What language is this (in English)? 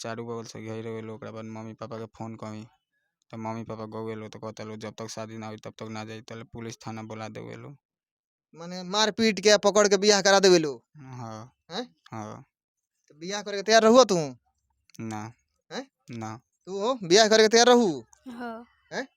Bhojpuri